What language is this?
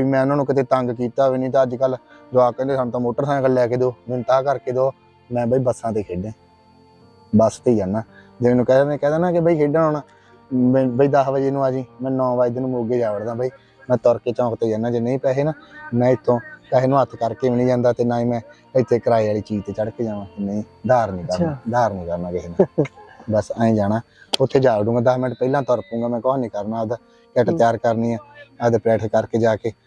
Punjabi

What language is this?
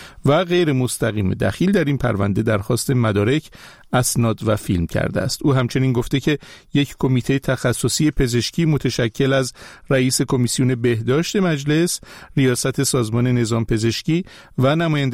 Persian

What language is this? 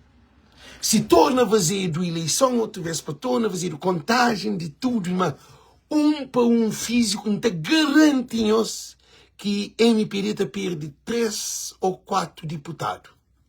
Kabuverdianu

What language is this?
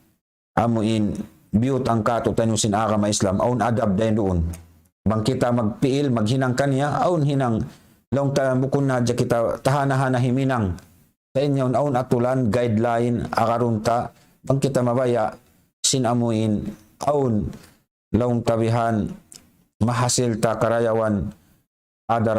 Tausug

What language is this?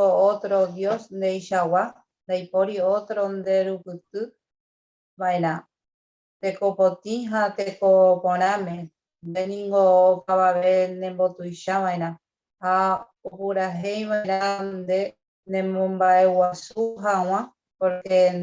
Guarani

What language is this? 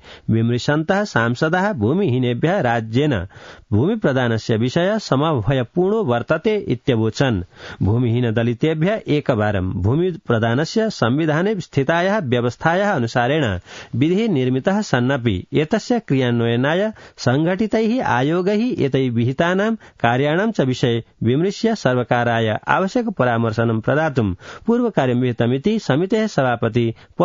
Sanskrit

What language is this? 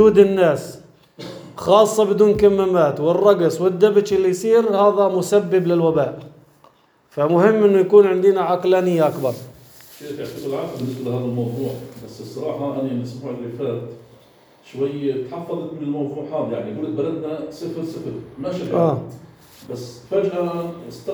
North Levantine Arabic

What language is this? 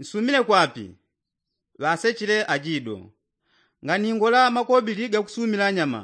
Yao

